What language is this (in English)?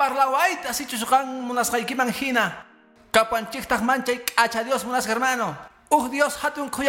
Quechua